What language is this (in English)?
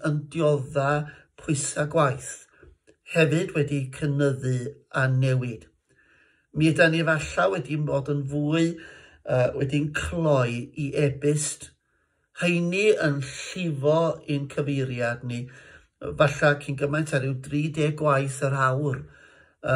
Welsh